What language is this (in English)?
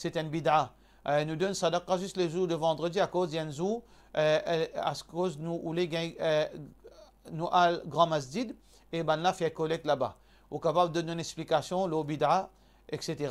Morisyen